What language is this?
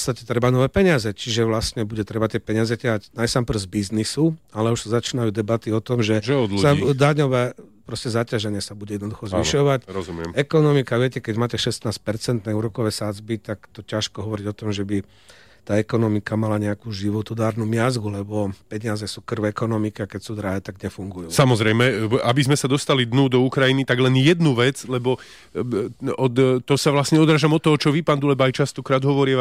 Slovak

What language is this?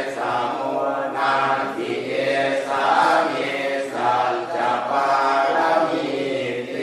Pali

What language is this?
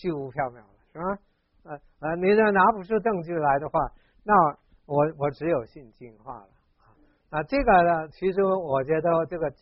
Chinese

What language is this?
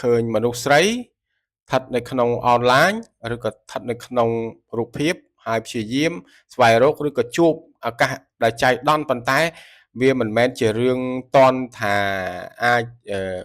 Khmer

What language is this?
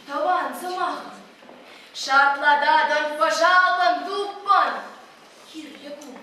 Chuvash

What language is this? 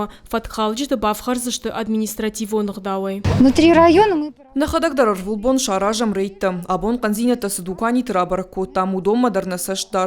Ossetic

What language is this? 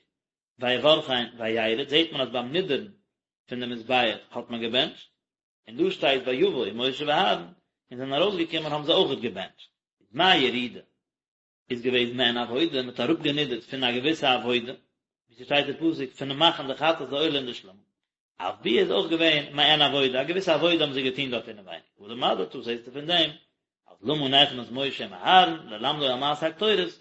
Yiddish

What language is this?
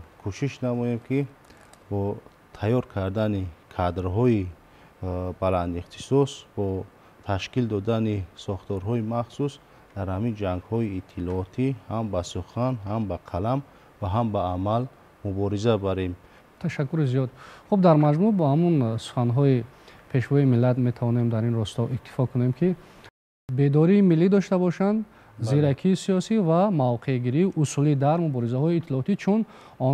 Tajik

